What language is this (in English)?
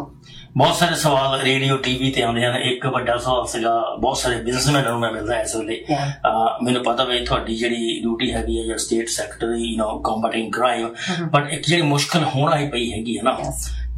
Punjabi